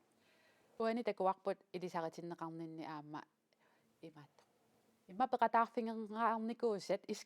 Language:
Kalaallisut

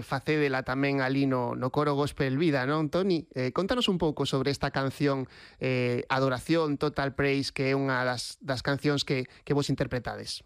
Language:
Galician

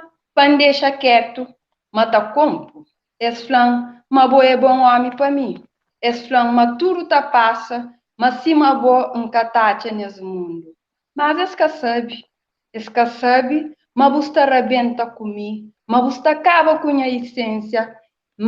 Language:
Kabuverdianu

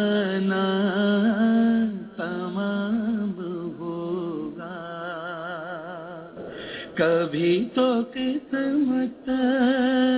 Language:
Urdu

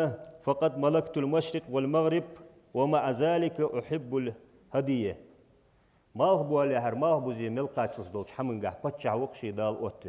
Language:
Ingush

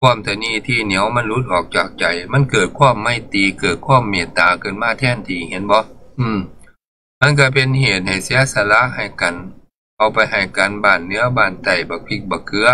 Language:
Northeastern Thai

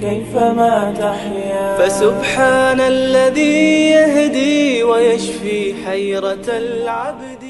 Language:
Avaric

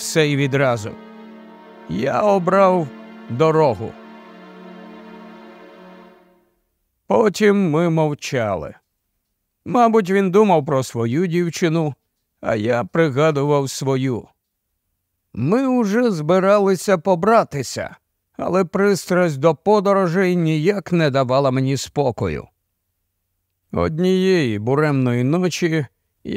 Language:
Ukrainian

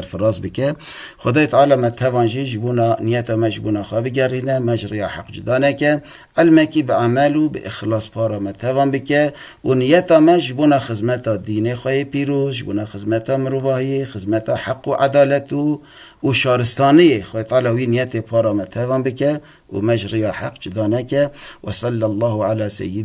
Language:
Kurdish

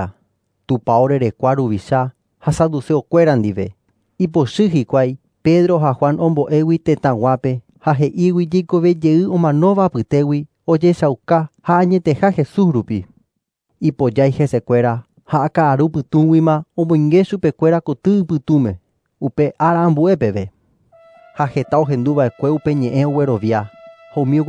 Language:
Guarani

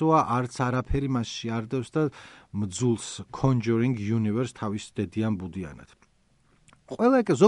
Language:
Georgian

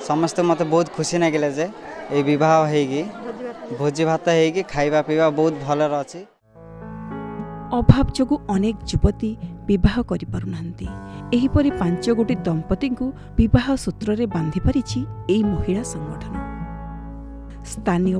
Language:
Odia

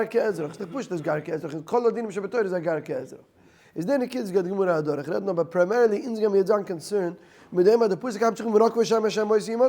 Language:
Yiddish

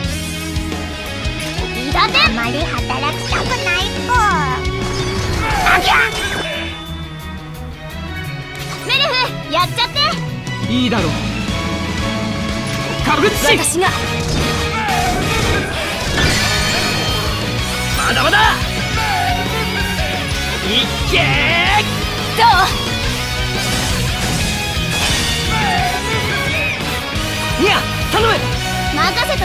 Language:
Japanese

